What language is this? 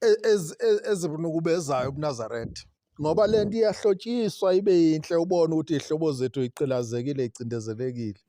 Zulu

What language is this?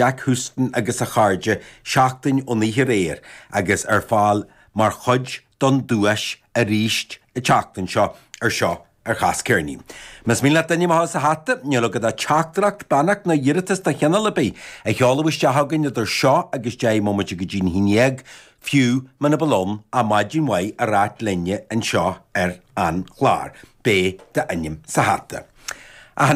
Irish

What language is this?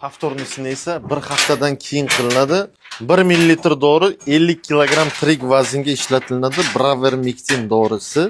Uzbek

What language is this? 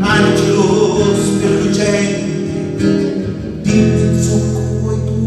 Sicilian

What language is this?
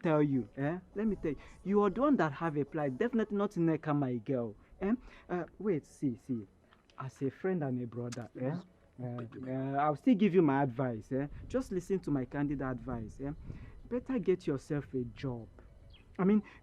Nigerian Pidgin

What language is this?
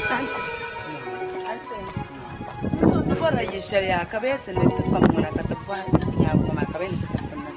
Dagbani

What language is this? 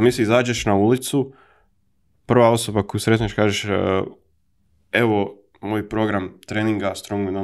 Croatian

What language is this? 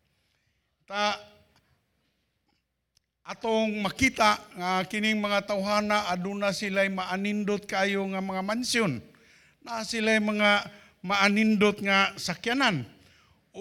Cebuano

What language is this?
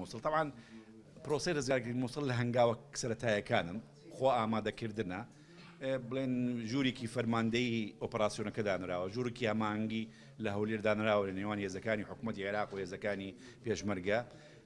Central Kurdish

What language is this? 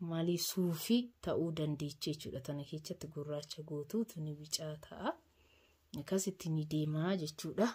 Oromo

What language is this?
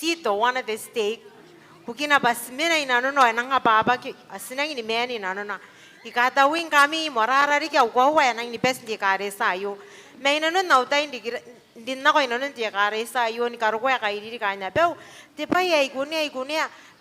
Gilbertese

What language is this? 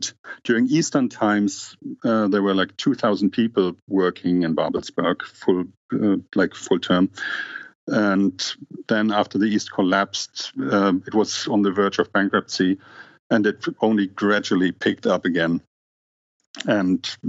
English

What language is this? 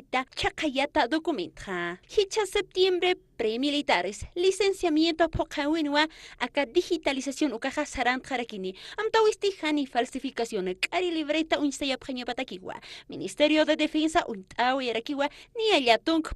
Aymara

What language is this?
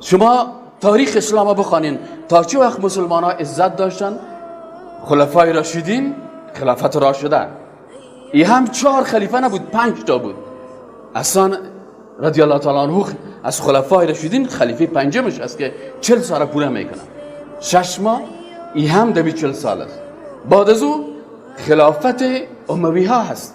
Persian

